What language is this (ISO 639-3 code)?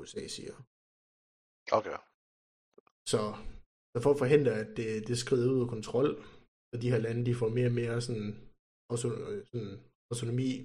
dan